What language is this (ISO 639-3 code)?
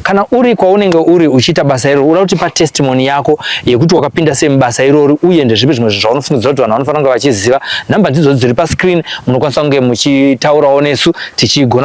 sna